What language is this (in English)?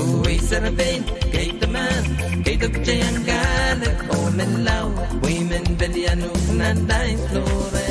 Pohnpeian